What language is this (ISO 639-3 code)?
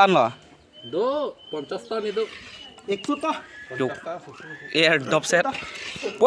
mjw